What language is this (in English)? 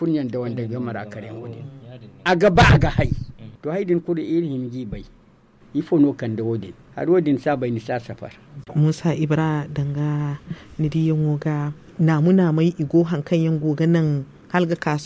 Zarma